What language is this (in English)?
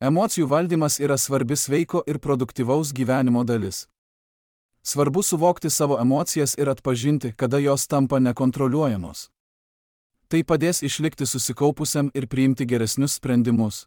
Lithuanian